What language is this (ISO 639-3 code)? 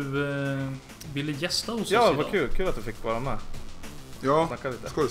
swe